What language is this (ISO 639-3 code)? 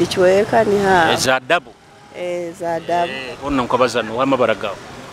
nyo